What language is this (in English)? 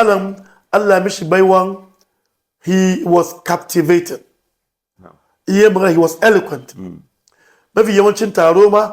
Hausa